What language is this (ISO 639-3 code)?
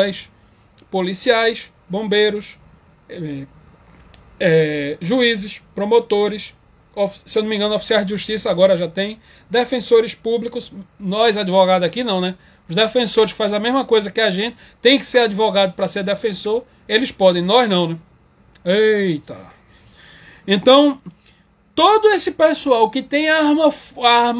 por